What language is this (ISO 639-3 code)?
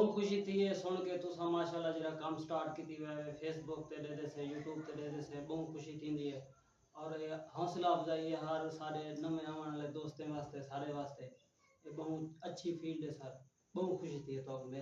skr